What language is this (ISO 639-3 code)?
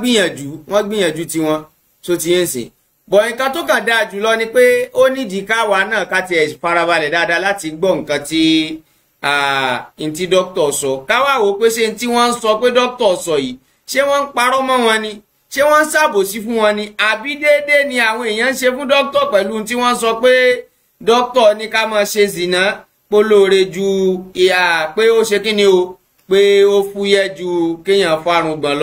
yor